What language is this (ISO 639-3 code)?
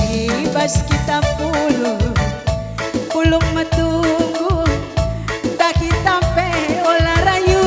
btx